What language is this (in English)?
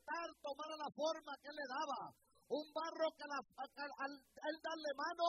Spanish